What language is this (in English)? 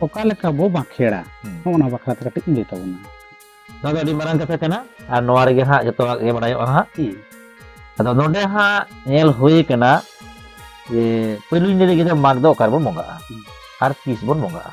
Santali